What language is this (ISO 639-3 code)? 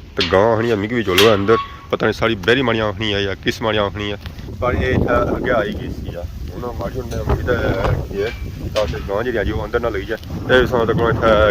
phr